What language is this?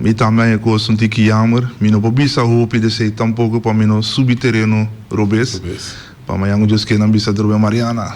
Papiamento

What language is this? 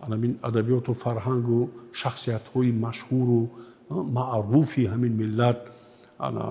Tajik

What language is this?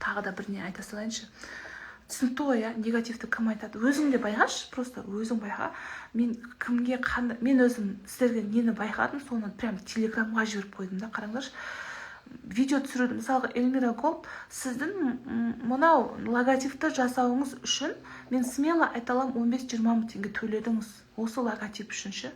Kazakh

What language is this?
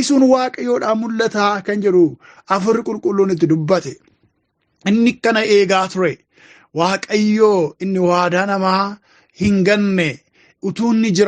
Oromo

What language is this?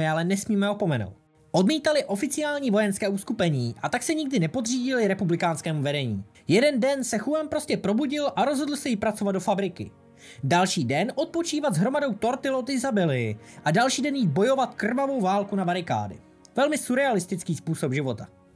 Czech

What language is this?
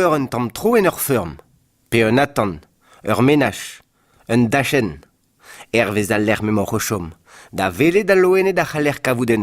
Breton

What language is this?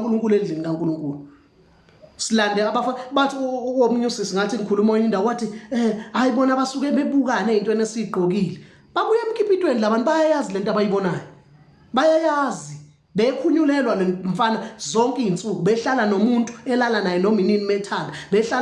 Zulu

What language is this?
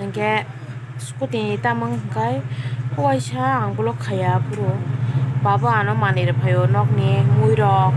Kok Borok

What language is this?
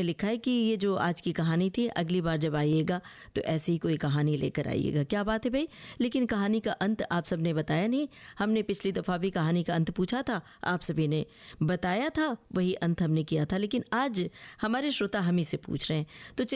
Hindi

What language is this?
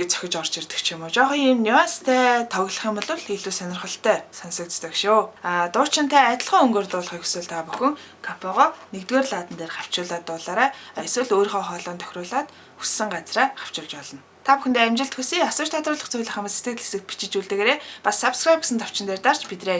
Mongolian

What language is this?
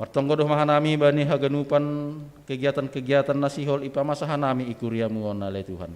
Batak Simalungun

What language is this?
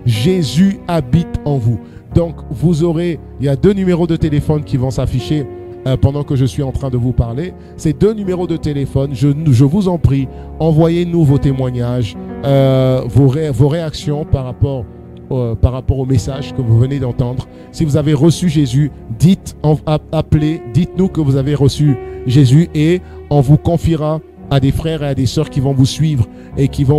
French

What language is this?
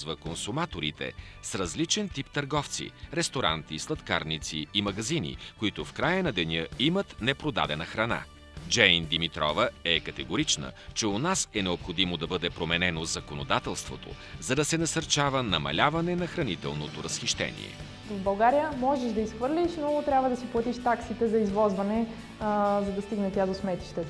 Bulgarian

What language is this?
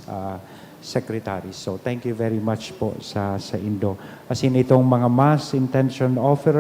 Bikol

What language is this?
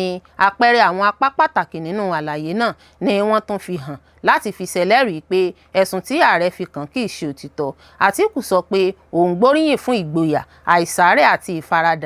Yoruba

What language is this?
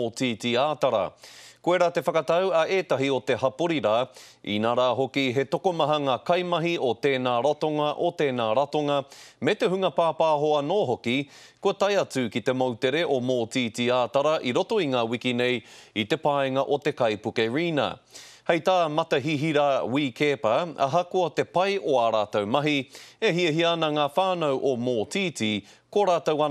Māori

